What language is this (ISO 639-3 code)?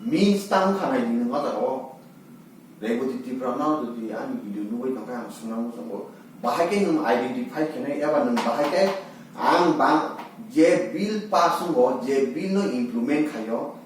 trp